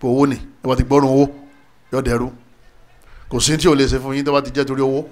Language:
Yoruba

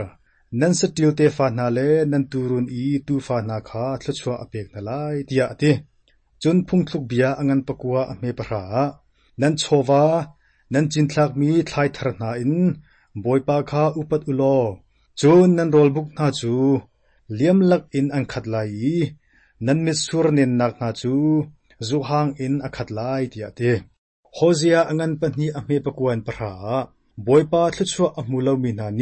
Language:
Hakha Chin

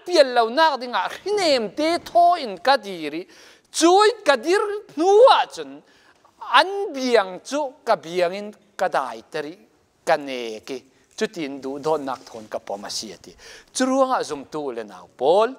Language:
Falam Chin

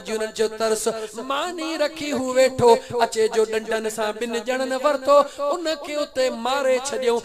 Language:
Sindhi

